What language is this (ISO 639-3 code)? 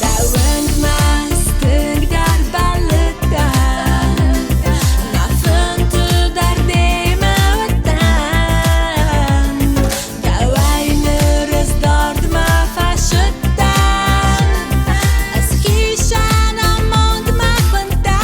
oss